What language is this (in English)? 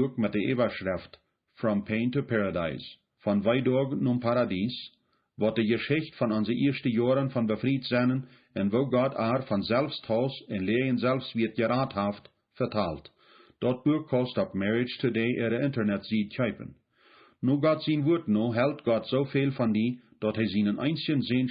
Plautdietsch